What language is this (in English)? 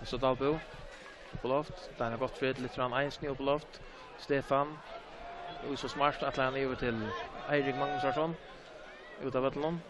Faroese